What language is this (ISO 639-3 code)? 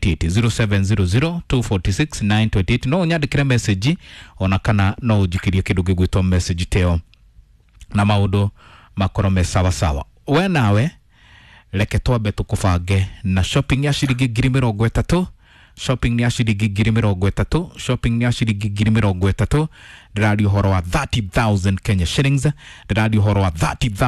kik